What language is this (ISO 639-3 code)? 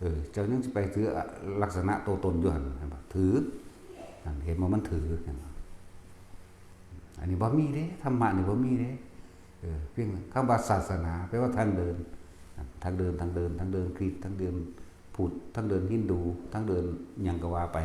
tts